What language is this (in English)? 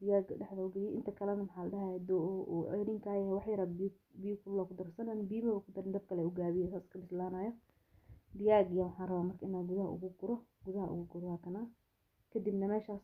Somali